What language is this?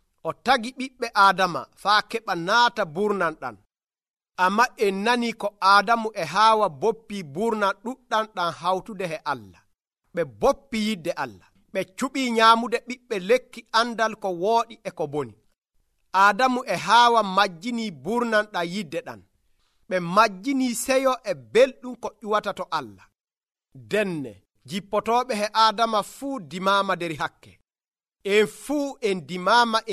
Nigerian Fulfulde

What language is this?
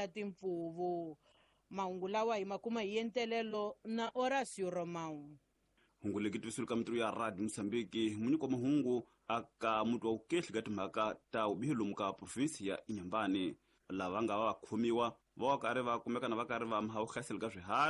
Tsonga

